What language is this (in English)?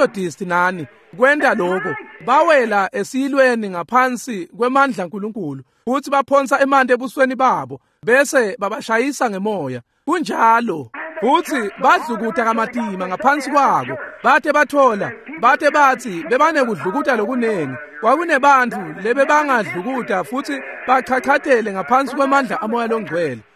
Swati